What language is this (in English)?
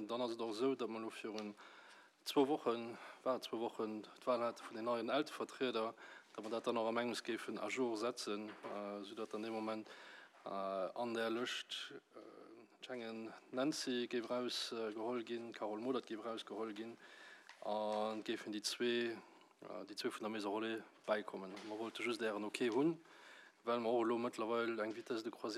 Luxembourgish